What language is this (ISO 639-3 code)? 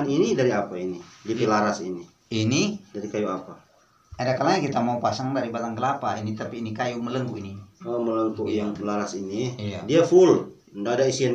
xmm